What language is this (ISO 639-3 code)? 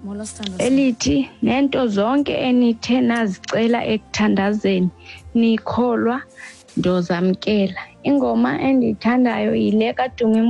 xho